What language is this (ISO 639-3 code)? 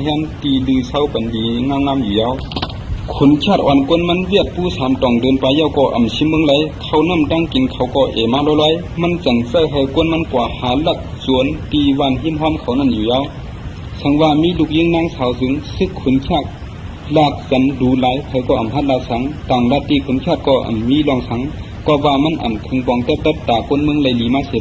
shn